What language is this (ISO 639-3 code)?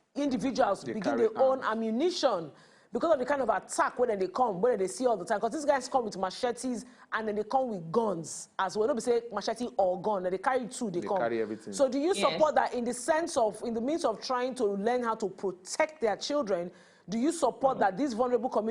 pcm